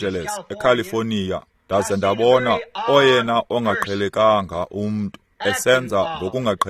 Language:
Xhosa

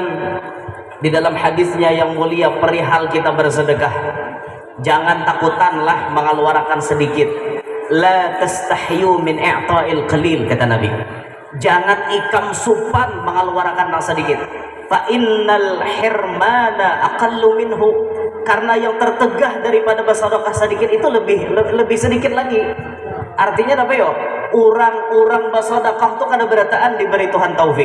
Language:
Banjar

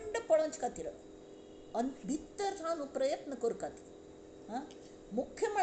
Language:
Konkani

